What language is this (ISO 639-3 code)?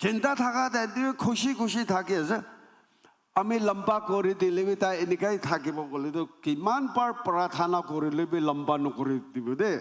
nag